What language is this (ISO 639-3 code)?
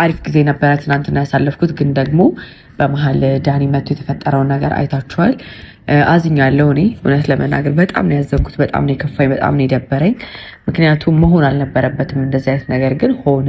amh